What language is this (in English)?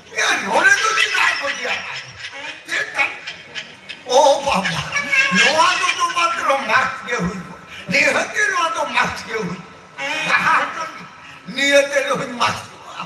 Santali